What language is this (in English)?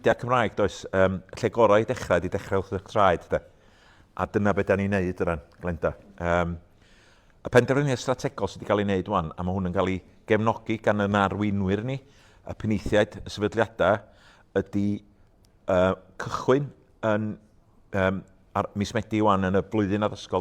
Welsh